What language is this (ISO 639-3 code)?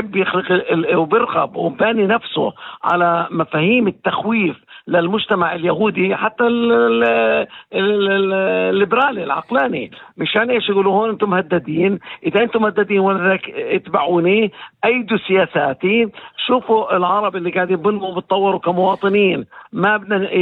apc